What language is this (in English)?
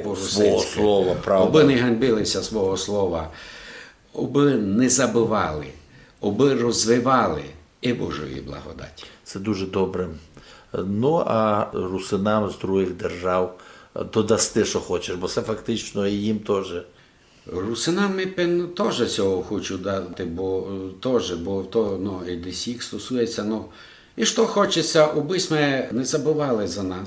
Rusyn